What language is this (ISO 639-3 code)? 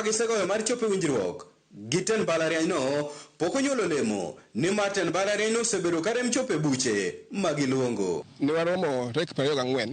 luo